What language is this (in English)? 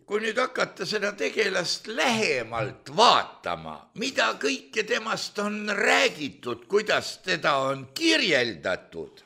Estonian